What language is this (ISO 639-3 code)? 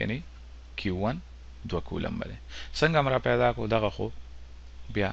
pus